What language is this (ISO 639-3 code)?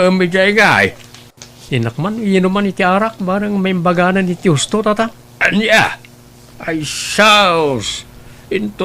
ilo